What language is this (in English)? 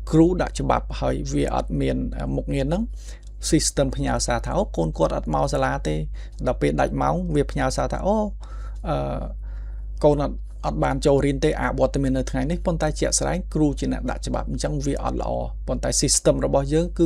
Khmer